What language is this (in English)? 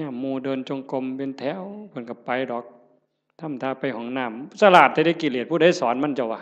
Northeastern Thai